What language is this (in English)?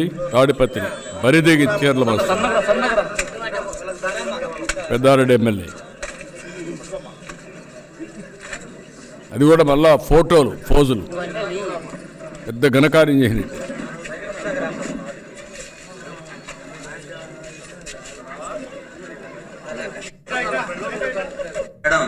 Telugu